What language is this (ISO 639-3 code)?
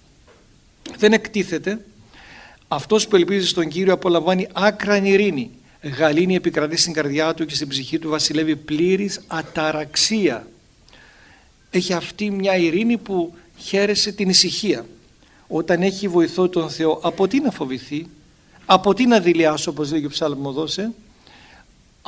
ell